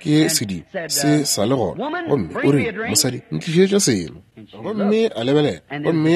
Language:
Northern Sotho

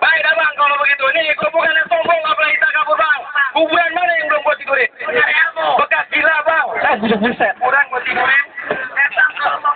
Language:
Betawi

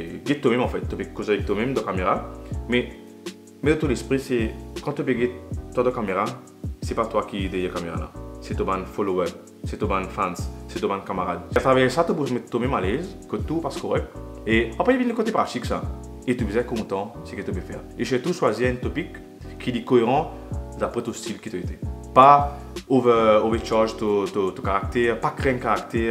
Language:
Morisyen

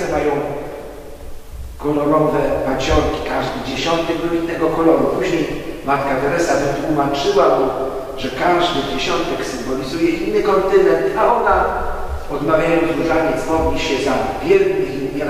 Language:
Polish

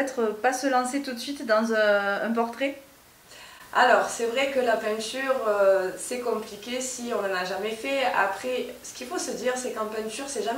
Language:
French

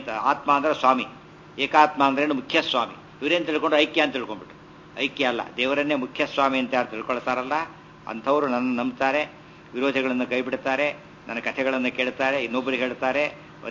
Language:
Kannada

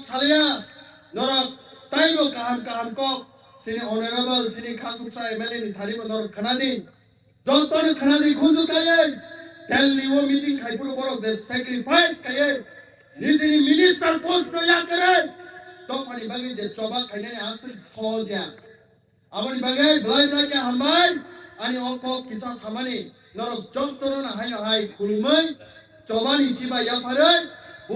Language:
Kok Borok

